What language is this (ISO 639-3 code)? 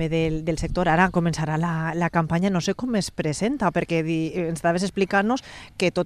cat